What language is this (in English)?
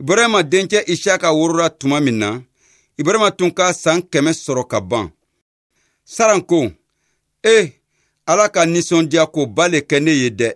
Bambara